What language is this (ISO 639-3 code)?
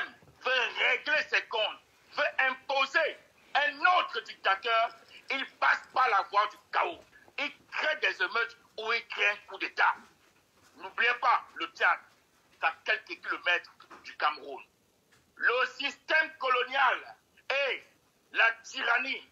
fra